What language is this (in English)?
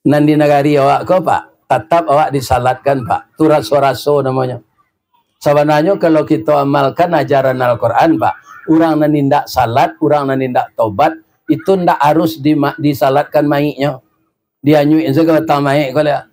Minangkabau